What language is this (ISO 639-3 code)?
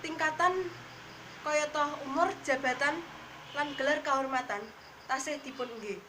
jav